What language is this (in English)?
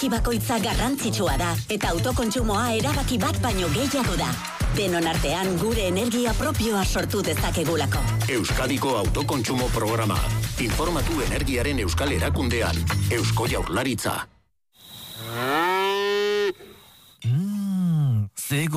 Basque